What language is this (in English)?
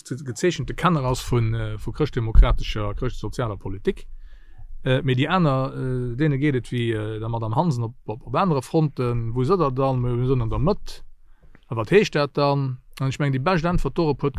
Luxembourgish